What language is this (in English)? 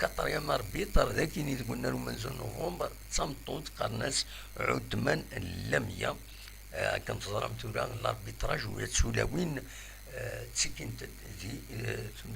Kabyle